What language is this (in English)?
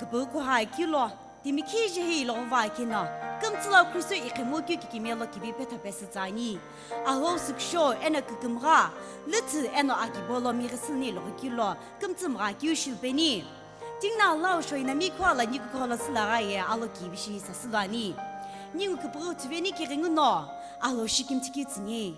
Sumi Naga